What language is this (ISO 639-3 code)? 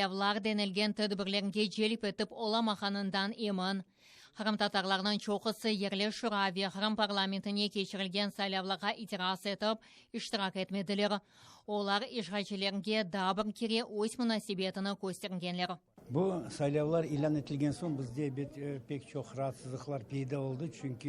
crh